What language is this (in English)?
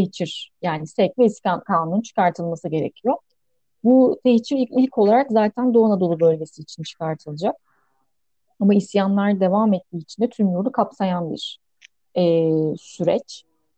Turkish